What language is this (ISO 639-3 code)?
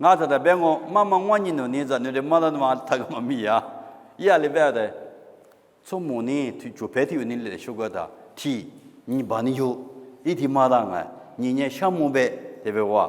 lis